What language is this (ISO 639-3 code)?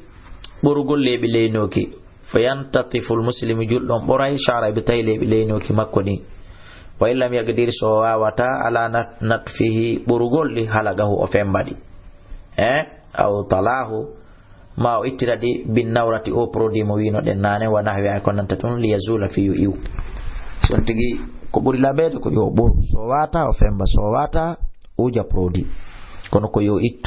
ful